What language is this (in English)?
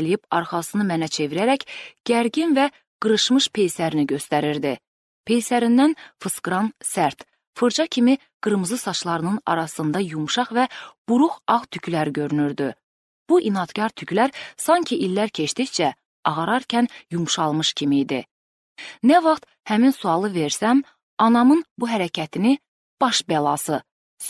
Azerbaijani